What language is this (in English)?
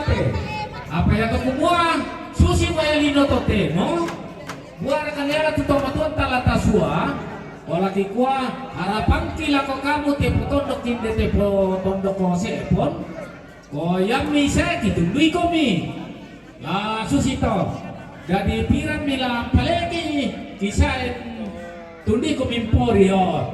Toraja-Sa'dan